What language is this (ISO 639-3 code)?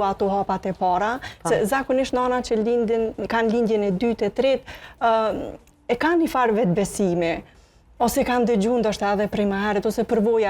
sqi